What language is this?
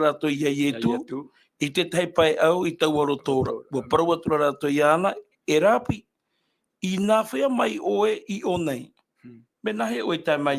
Tahitian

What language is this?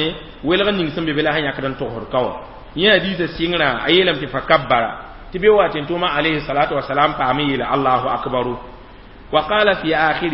Mossi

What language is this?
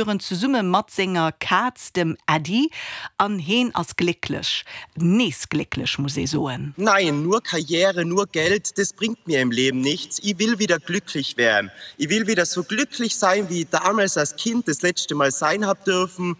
Luxembourgish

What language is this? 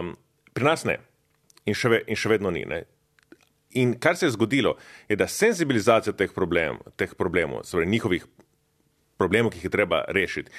Slovenian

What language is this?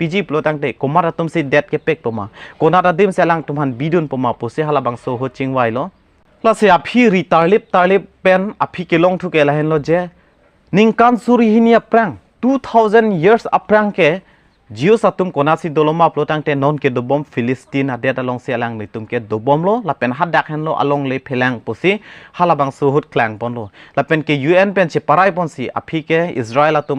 Karbi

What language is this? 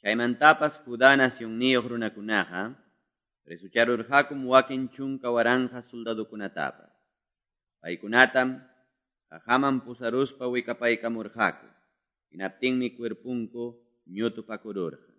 Quechua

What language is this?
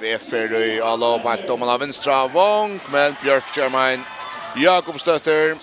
Faroese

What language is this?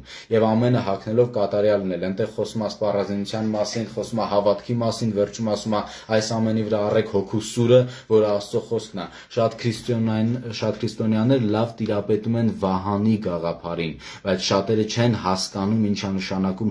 Armenian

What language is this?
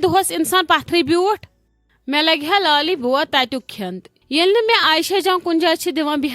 Kashmiri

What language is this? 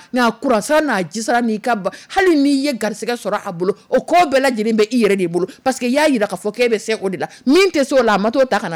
Dyula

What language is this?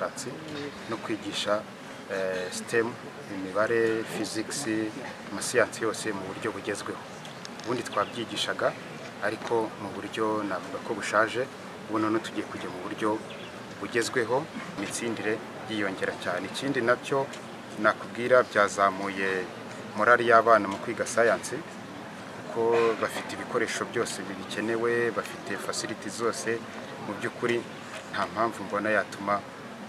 Kinyarwanda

